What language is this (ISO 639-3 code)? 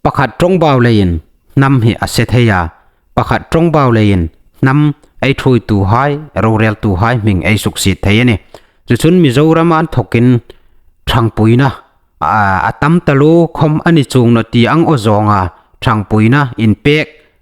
hmr